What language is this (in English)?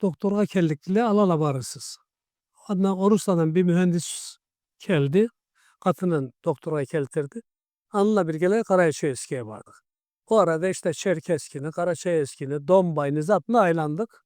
Karachay-Balkar